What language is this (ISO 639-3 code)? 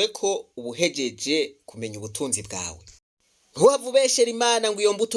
run